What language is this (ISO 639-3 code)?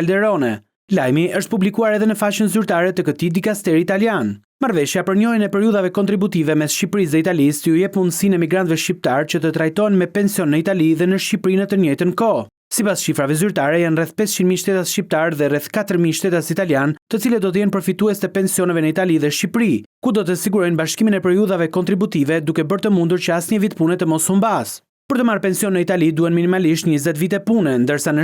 sqi